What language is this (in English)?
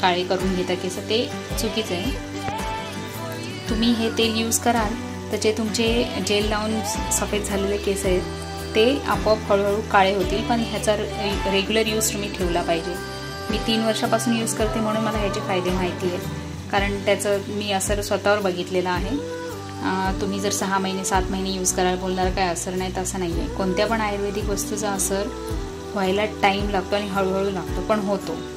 Marathi